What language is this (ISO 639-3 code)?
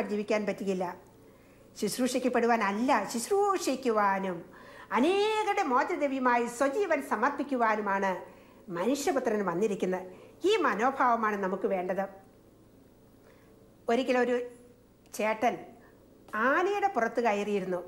mal